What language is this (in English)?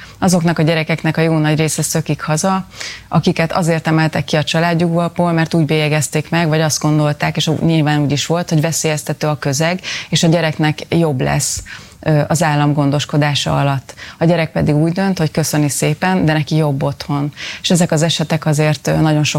Hungarian